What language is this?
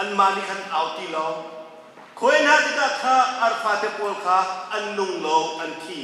Hakha Chin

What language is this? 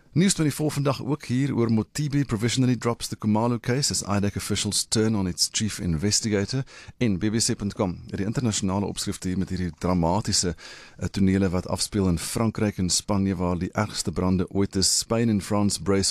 Afrikaans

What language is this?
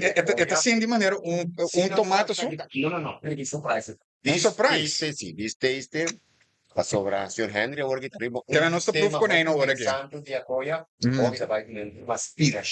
Papiamento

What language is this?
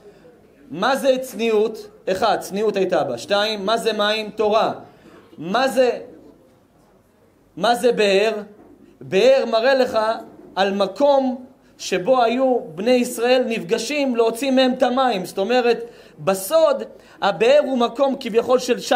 Hebrew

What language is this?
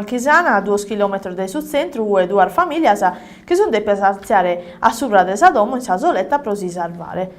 Sardinian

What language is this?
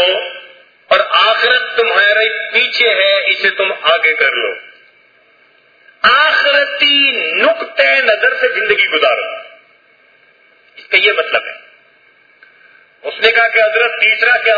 Urdu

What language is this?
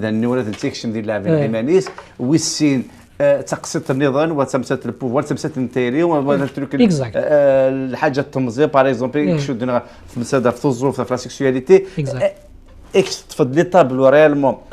Kabyle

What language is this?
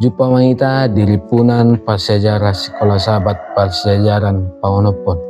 Batak Toba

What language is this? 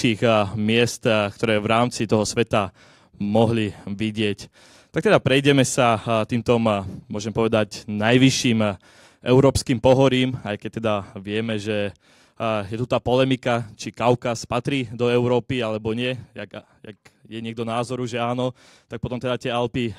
Slovak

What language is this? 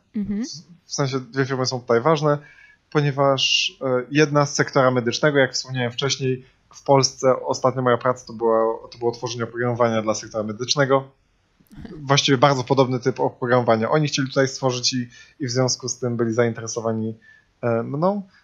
Polish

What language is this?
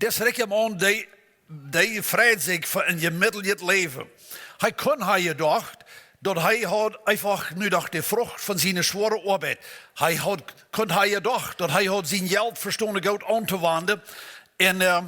Plautdietsch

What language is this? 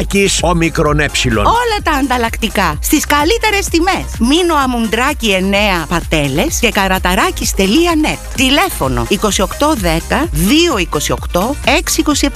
Greek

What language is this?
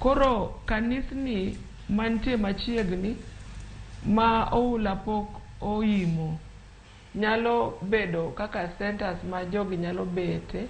Luo (Kenya and Tanzania)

